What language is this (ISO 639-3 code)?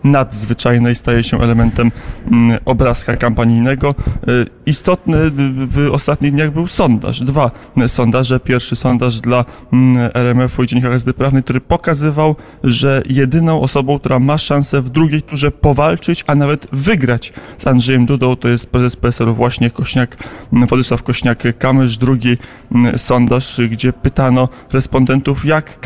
pol